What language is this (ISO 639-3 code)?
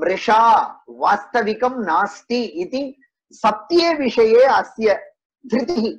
san